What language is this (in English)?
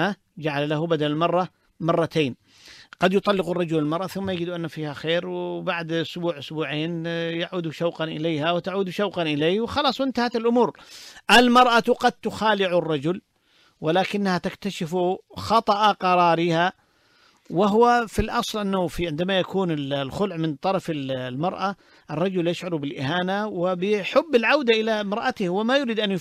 Arabic